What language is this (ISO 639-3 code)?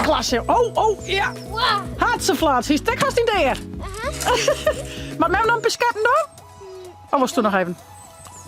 fry